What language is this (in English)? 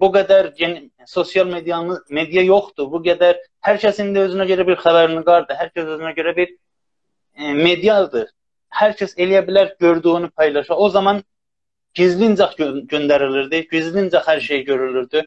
South Azerbaijani